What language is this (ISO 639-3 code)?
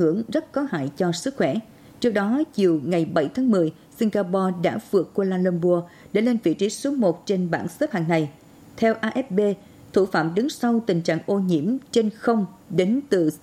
vie